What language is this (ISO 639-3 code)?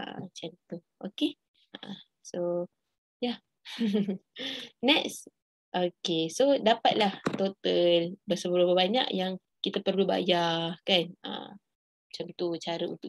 msa